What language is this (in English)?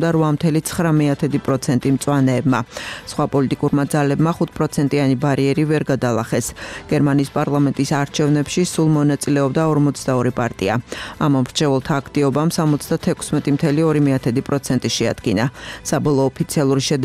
Georgian